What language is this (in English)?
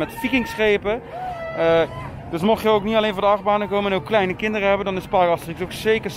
Dutch